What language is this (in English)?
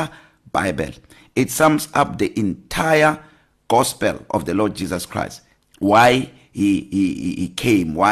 English